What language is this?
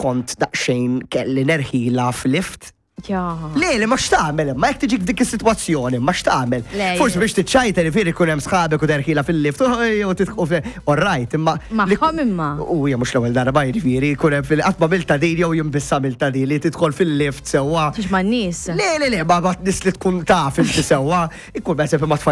Maltese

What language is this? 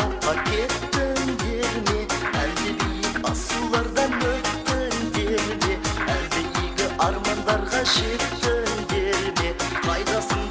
Kara-Kalpak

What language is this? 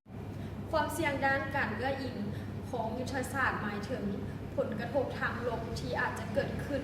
Lao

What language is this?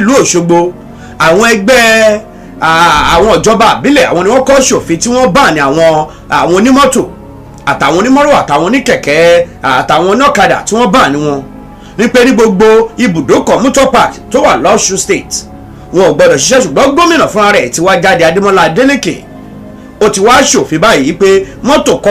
Yoruba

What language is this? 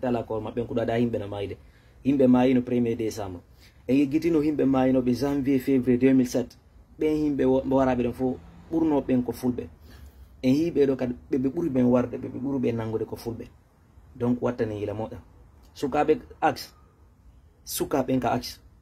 Fula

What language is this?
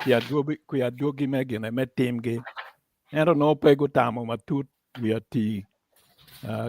Acoli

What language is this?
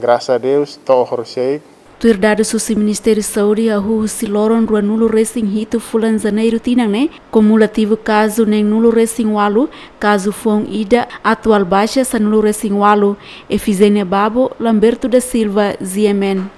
Tetum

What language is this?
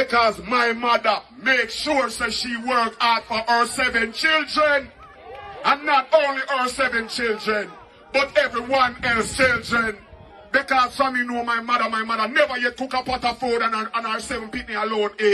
Jamaican Creole English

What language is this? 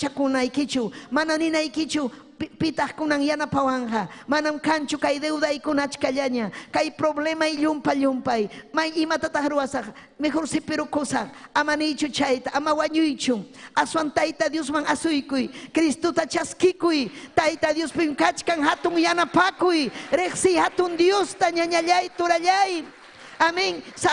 Ayacucho Quechua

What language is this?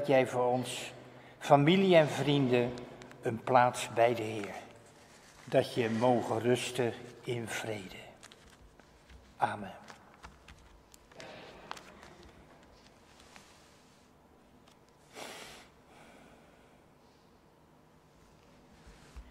Dutch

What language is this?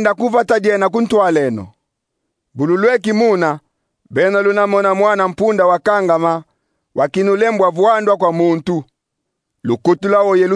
Kongo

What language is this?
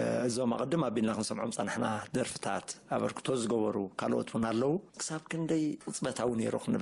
Tigrinya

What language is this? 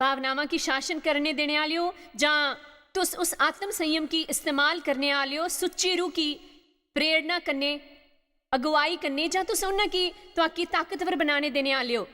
Dogri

